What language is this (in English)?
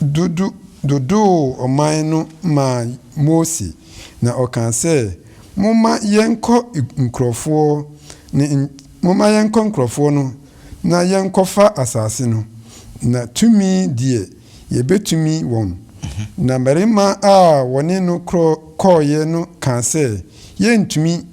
Akan